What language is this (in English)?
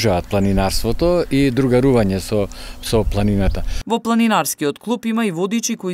Macedonian